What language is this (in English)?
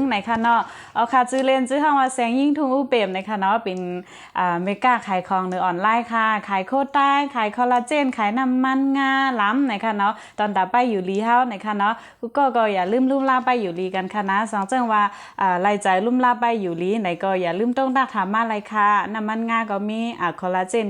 Shan